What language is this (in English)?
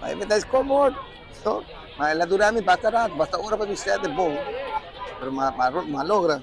Papiamento